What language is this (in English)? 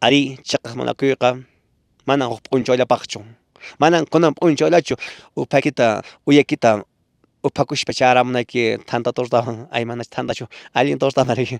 Quechua